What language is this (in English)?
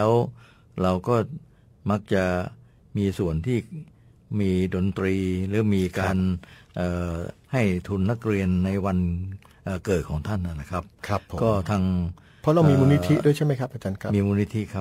Thai